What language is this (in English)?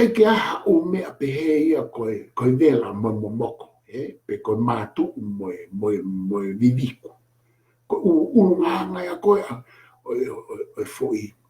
Tongan